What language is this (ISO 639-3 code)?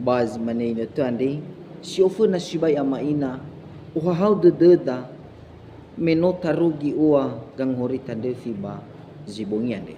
nia